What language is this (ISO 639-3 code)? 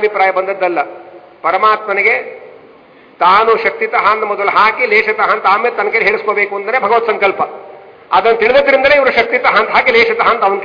kan